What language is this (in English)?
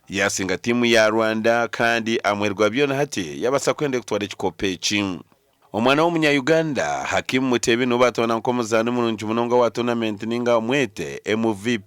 Nyankole